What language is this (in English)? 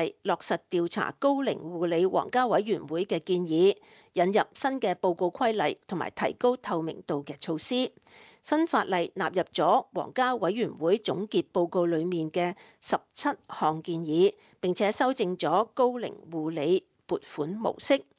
Cantonese